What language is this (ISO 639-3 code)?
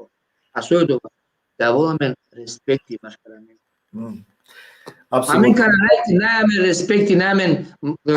rmn